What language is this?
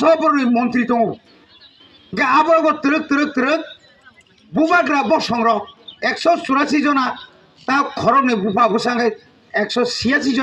Kok Borok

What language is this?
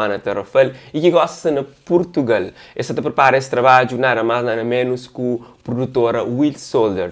Kabuverdianu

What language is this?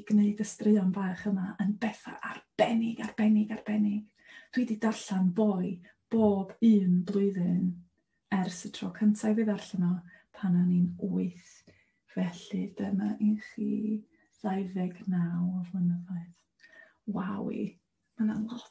Welsh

